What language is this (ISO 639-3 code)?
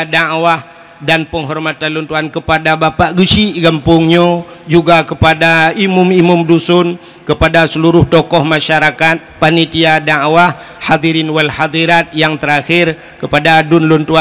ace